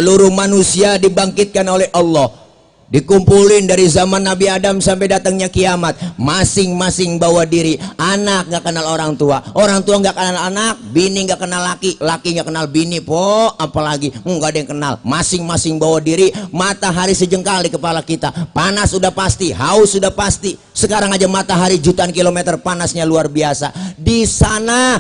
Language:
Betawi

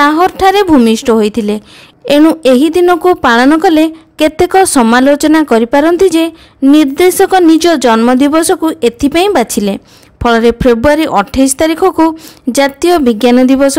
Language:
Odia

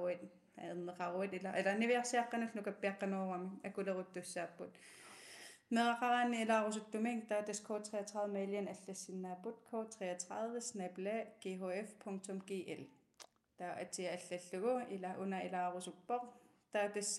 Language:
Kalaallisut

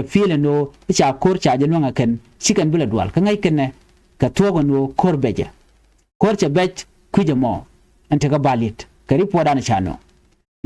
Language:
Nuer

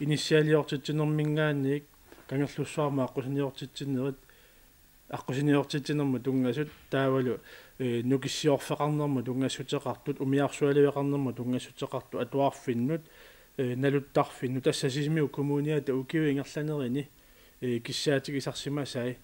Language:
Kalaallisut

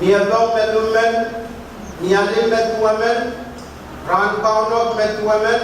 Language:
Pohnpeian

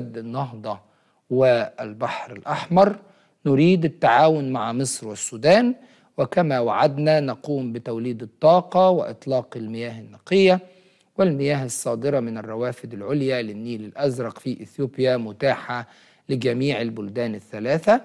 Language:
Arabic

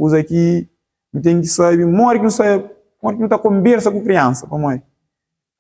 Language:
Kabuverdianu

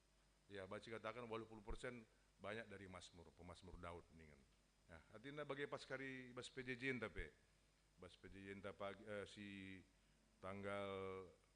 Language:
Batak Karo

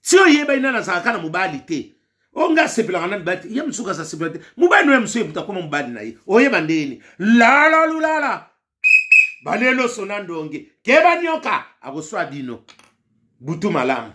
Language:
Lingala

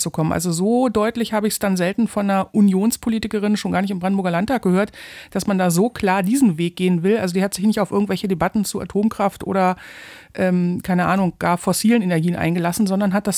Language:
German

